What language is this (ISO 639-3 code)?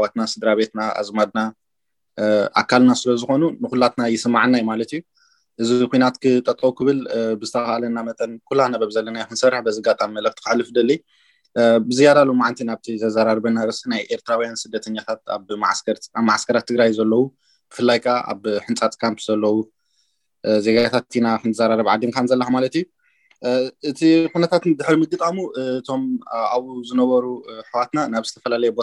tir